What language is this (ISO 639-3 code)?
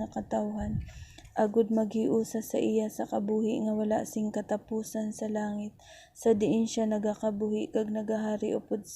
hil